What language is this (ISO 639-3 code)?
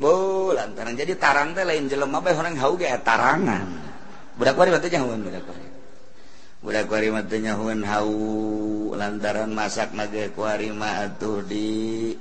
sun